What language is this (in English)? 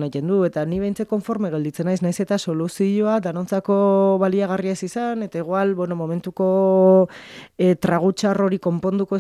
Basque